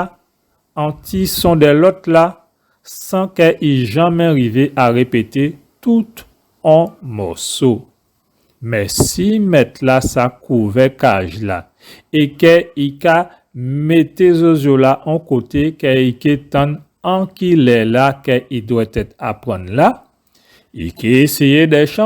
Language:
Guadeloupean Creole French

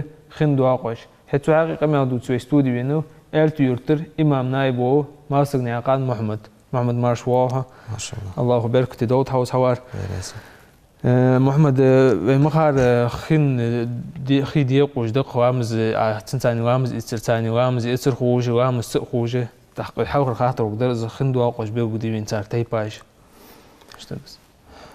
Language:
Ingush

